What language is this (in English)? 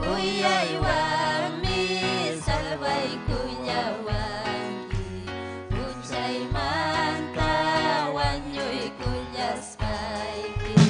Ayacucho Quechua